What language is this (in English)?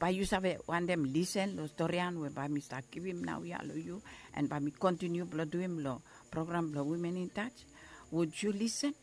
Bislama